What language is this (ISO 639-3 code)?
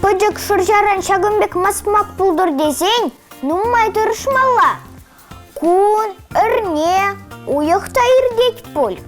chv